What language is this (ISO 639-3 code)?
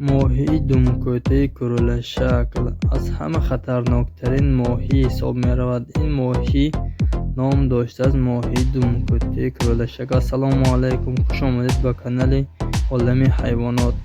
tgk